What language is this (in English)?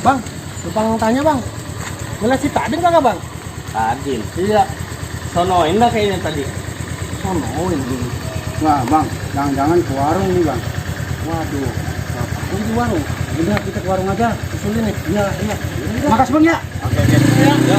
Betawi